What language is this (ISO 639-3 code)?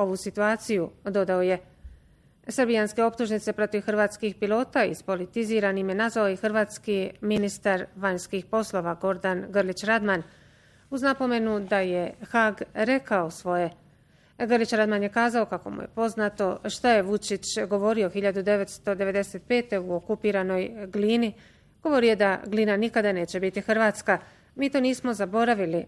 bos